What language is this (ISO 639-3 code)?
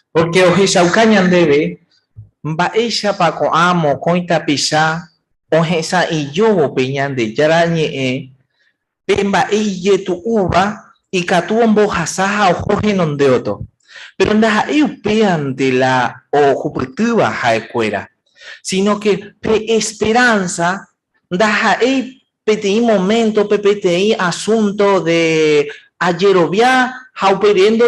grn